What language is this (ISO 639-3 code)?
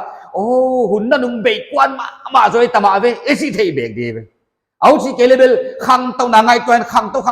pck